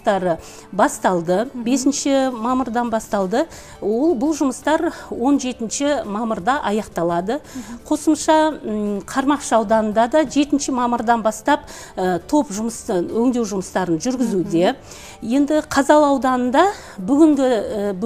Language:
Kazakh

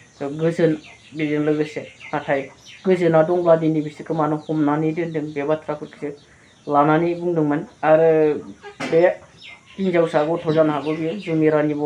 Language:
Bodo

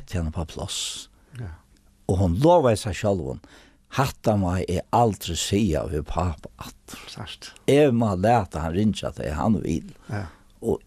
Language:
Faroese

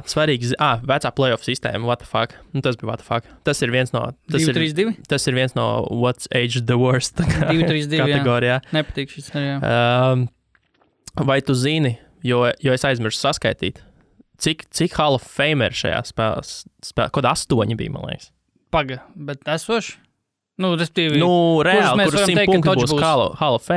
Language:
Latvian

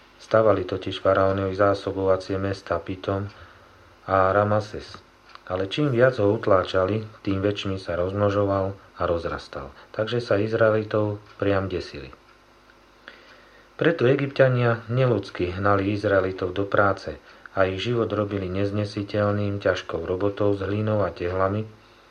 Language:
Slovak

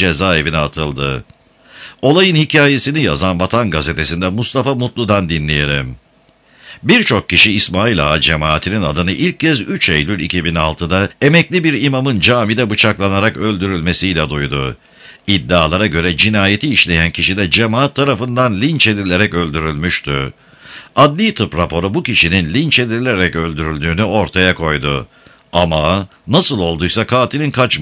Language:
Turkish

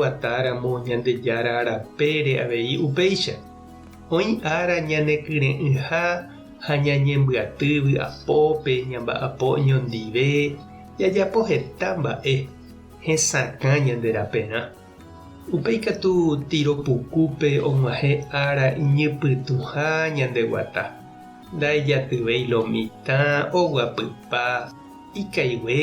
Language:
Guarani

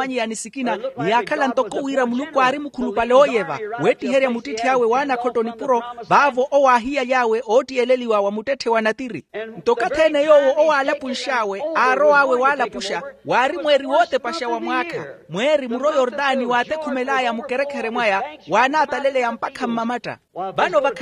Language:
Makhuwa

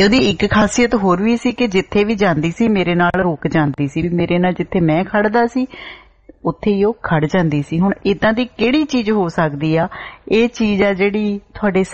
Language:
Punjabi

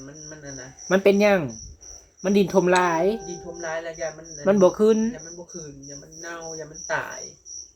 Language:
Northeastern Thai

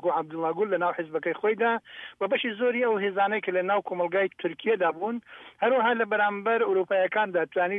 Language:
Central Kurdish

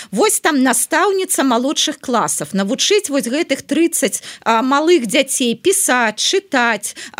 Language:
Belarusian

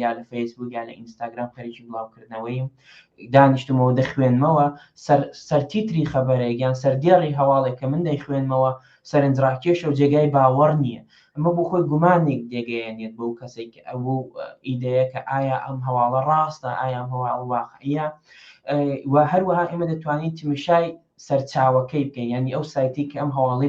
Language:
Central Kurdish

